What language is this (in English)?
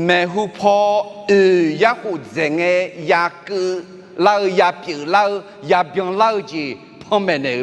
Akha